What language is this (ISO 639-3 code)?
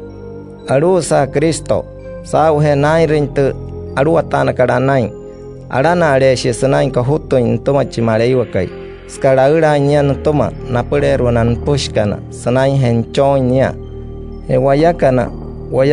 guc